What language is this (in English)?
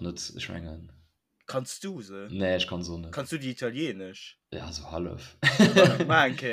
Luxembourgish